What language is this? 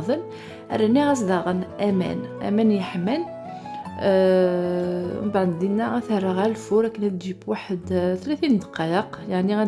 Kabyle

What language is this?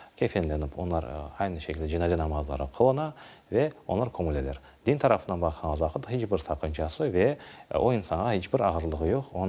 Crimean Tatar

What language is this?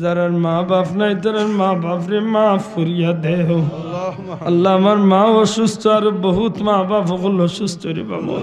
Sylheti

